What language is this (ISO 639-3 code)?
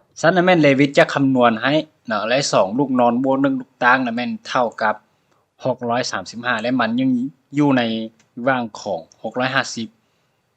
lao